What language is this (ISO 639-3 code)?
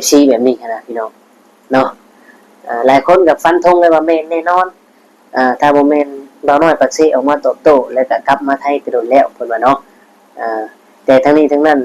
tts